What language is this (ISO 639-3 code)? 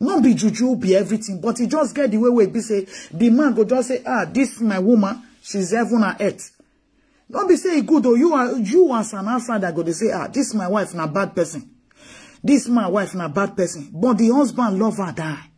pcm